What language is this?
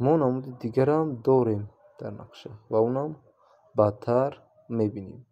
Tajik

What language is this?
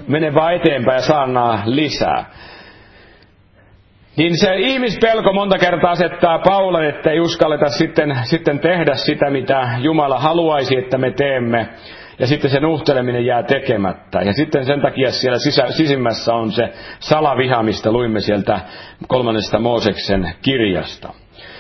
Finnish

